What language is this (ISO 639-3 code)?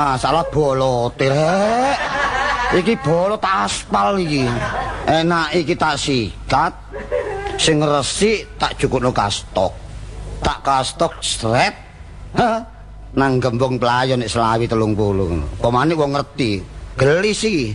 jav